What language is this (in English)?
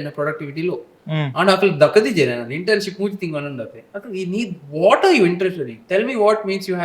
Tulu